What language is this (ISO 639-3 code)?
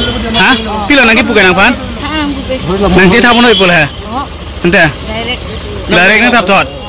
mjw